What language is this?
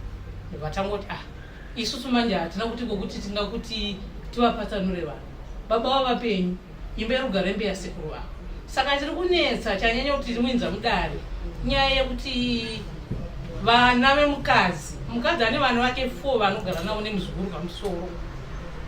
Shona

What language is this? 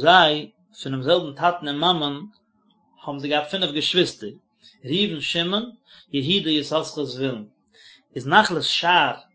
Yiddish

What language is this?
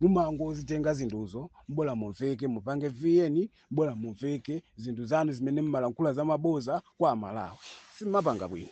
Nyanja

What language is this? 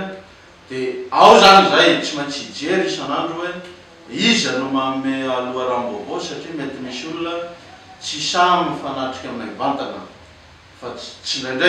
Malagasy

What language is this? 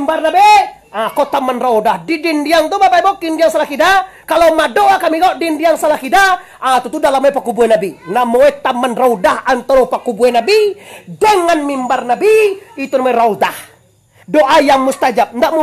Minangkabau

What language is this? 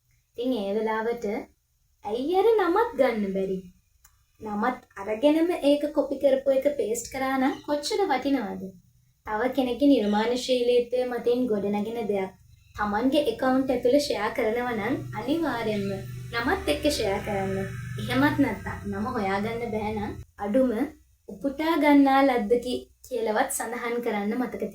Sinhala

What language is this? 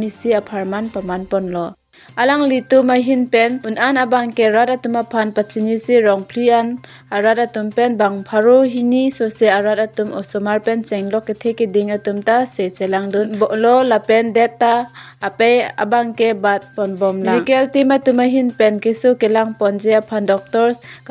Karbi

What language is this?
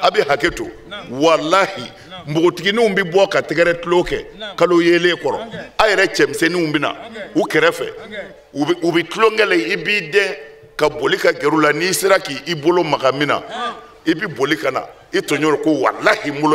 Bambara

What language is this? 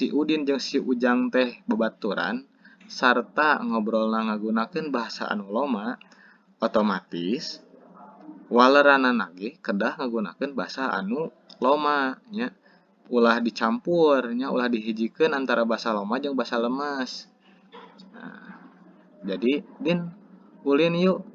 Sundanese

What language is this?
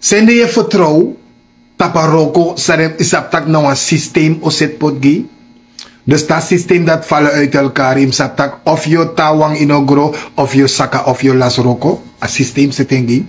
Sranan Tongo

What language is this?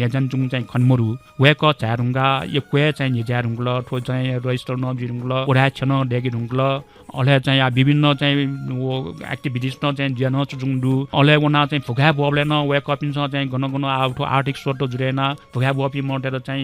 Newari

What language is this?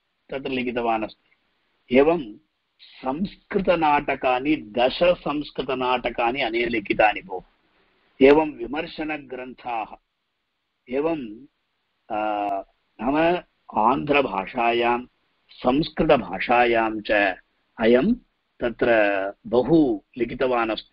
Sanskrit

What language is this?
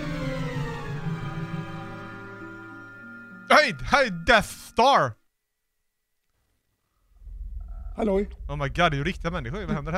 Swedish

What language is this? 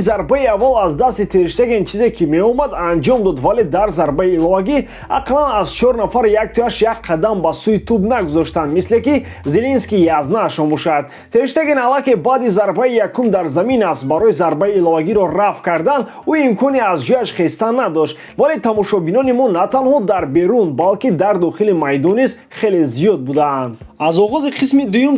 Tajik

